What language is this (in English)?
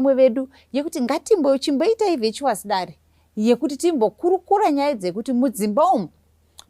Shona